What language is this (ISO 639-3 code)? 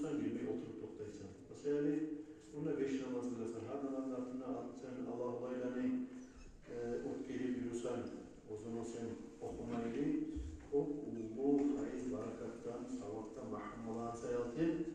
kum